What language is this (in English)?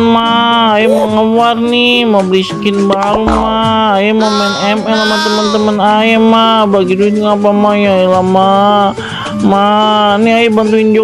Betawi